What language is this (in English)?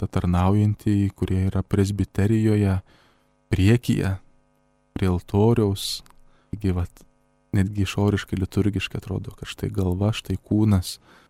Lithuanian